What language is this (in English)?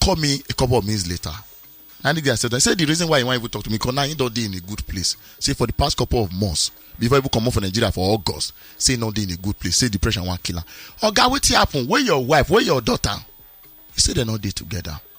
Nigerian Pidgin